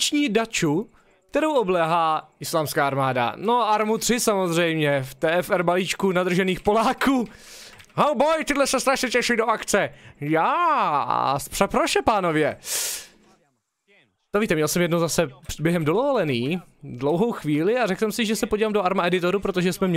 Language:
Czech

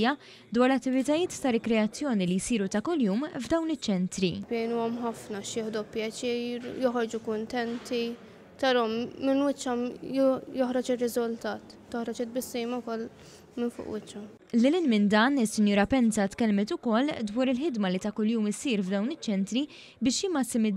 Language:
Maltese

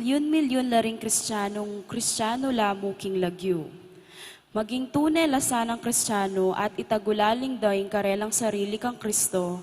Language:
Pampanga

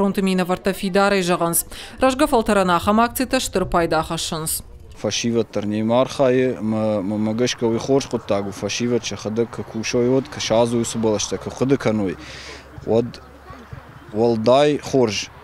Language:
Ossetic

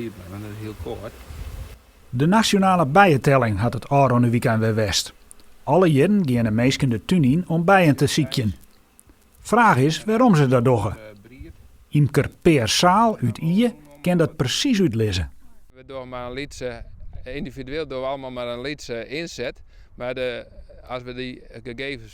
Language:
Western Frisian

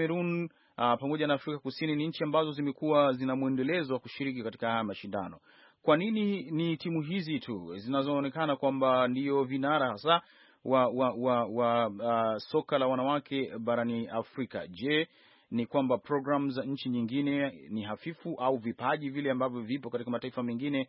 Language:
Swahili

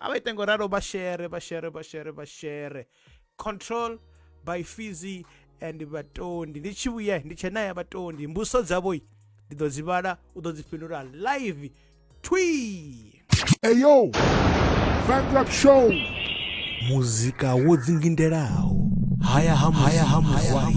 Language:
Venda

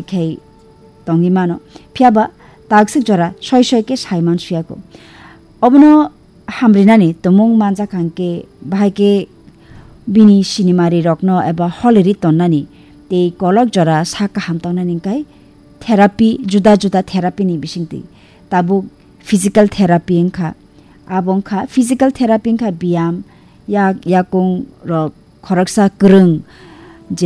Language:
Kok Borok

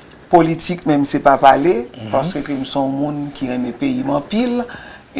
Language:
Haitian Creole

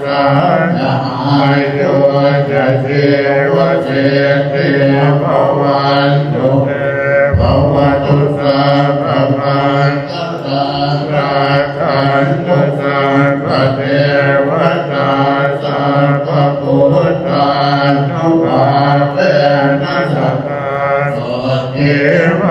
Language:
Pali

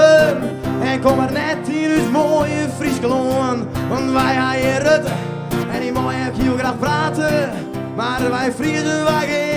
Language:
Western Frisian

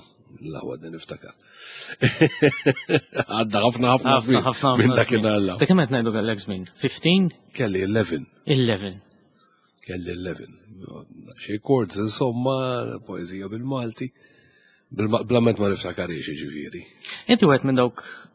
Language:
Maltese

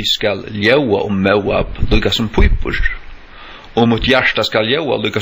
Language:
Faroese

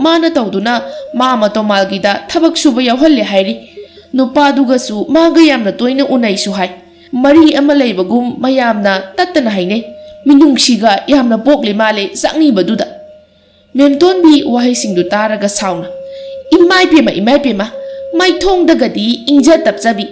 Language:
Manipuri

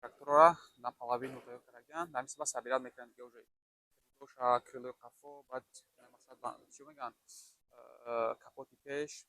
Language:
Tajik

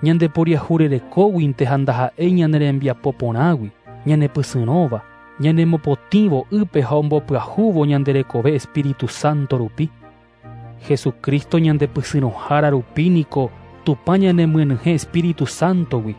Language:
Guarani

